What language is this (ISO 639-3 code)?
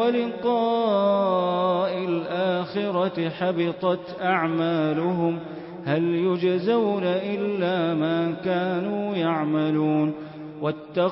ara